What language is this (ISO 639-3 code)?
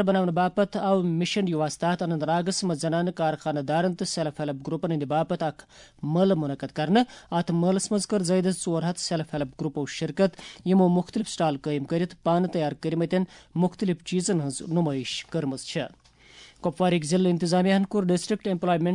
kas